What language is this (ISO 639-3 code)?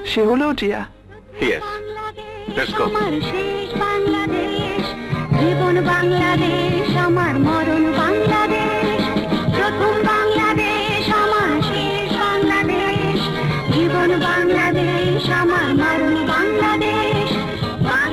ben